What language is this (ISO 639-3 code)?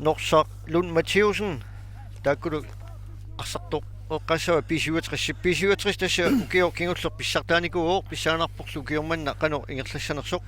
kal